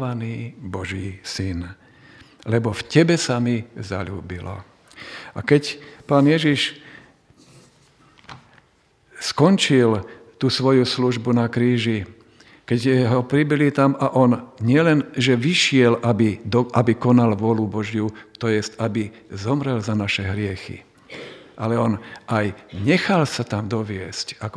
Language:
Slovak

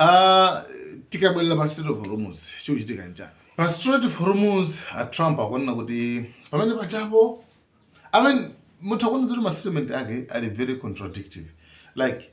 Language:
Nyanja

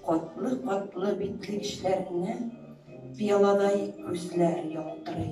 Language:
Tatar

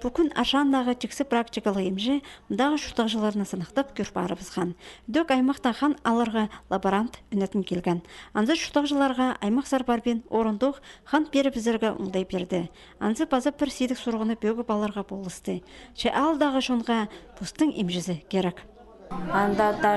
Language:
Khakas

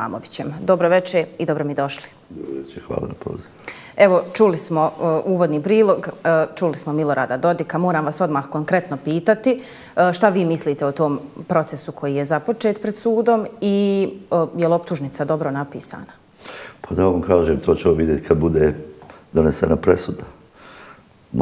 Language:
Bosnian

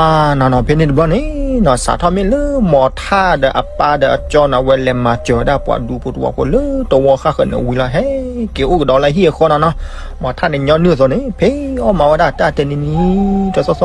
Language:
S'gaw Karen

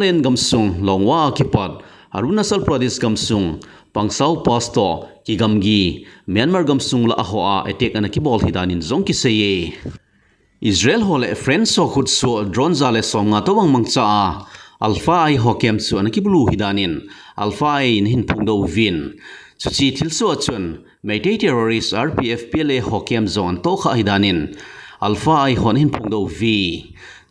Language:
Thado Chin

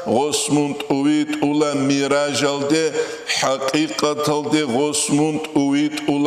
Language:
Avaric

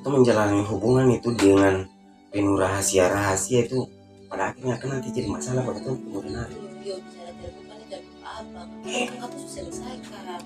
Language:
Ambonese Malay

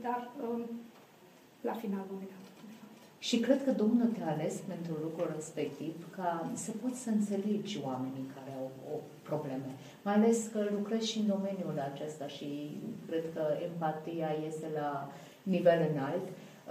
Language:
Romanian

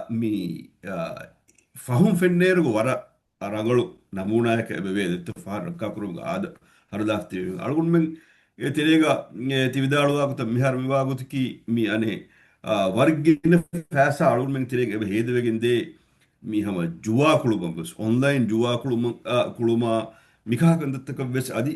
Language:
Divehi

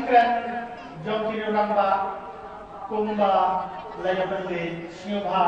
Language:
Khasi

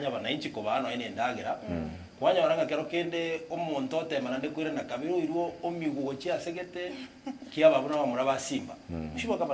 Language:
Gusii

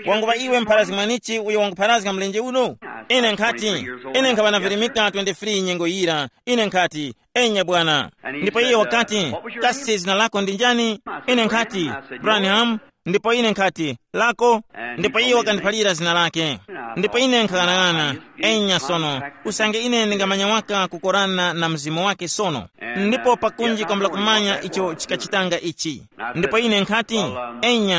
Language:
Tumbuka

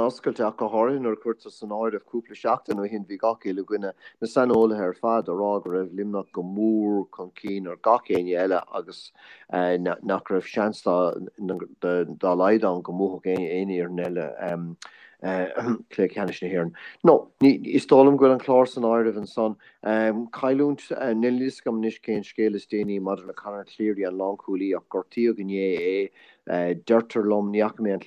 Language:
Irish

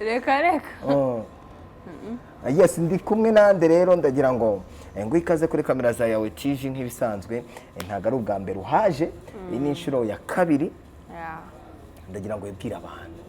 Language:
Kinyarwanda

